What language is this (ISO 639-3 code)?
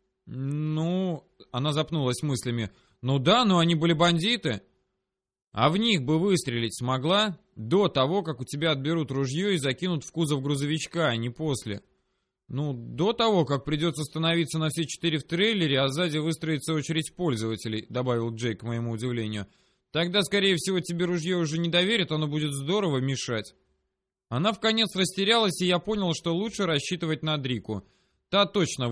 rus